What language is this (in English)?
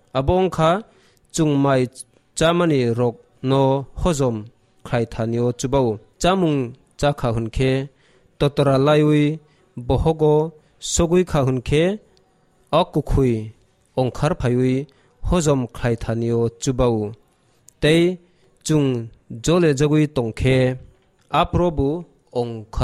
Kok Borok